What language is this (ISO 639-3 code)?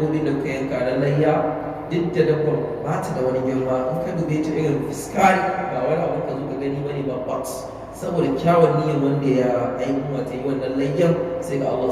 hau